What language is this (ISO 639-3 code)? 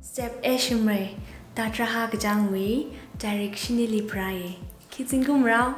nmf